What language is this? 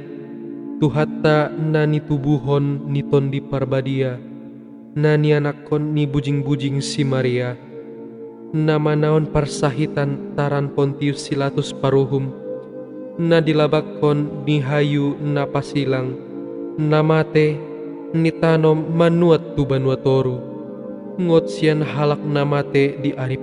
Batak Toba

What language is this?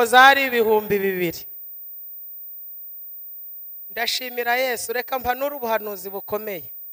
Kinyarwanda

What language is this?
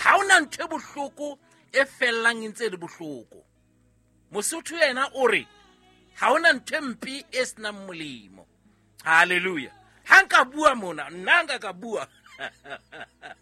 Southern Sotho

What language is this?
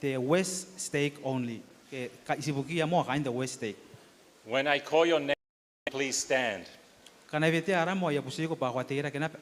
Gilbertese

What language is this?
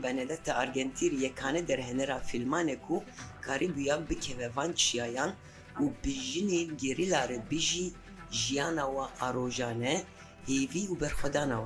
Kurdish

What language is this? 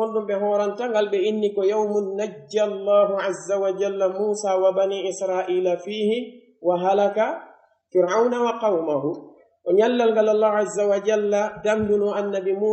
Pular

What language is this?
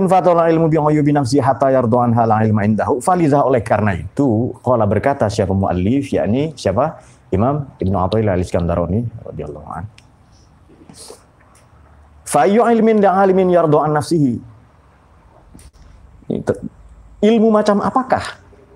Indonesian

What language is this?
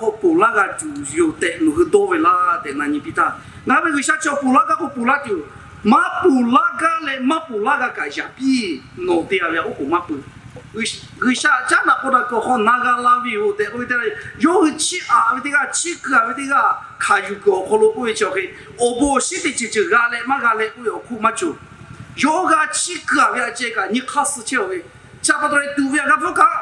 Lahu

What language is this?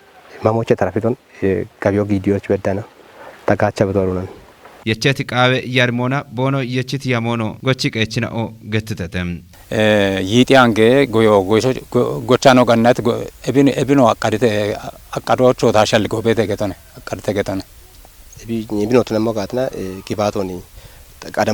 Kafa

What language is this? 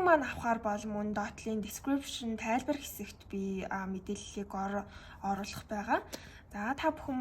Mongolian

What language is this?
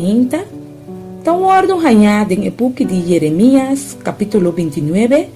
Papiamento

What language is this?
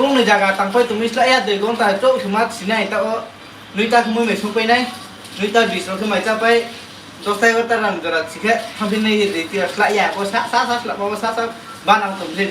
Riang (India)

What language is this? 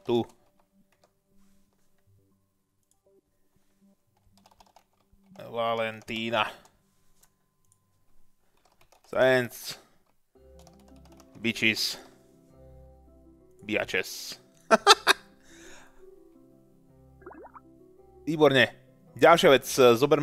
Slovak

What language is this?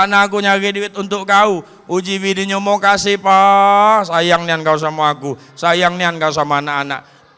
Musi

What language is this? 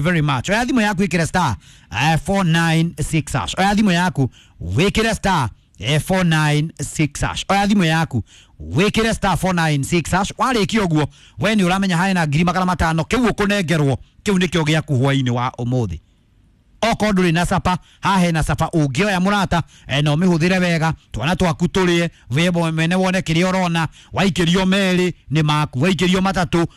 Kikuyu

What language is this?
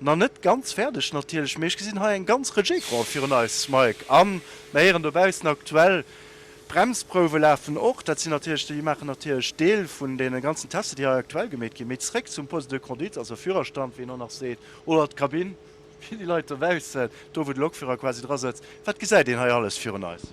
Luxembourgish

